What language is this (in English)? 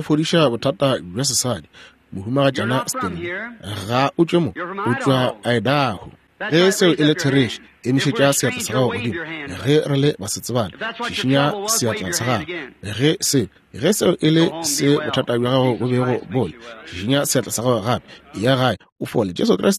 Northern Sotho